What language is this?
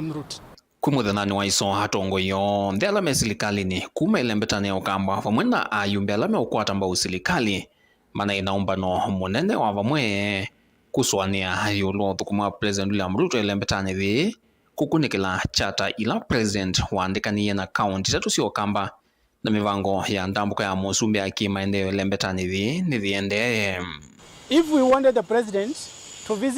Kamba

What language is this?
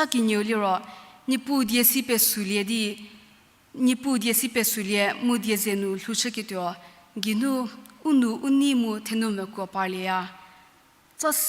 Angami Naga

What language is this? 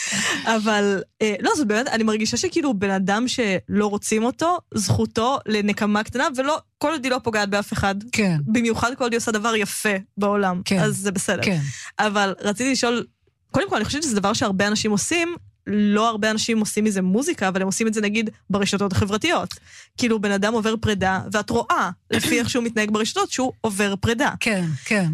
Hebrew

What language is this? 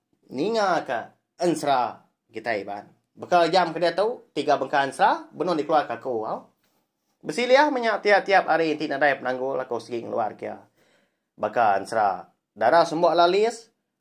Iban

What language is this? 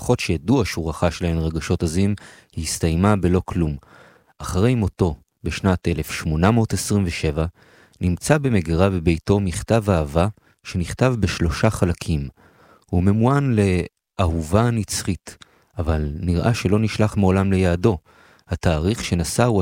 Hebrew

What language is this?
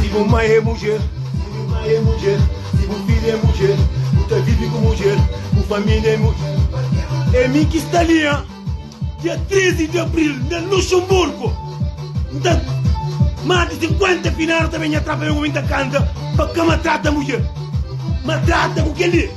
Kabuverdianu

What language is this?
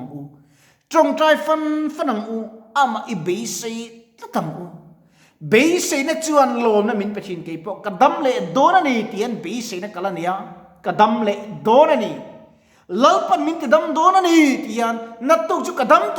Mizo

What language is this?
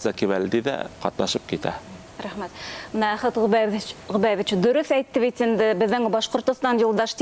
Bashkir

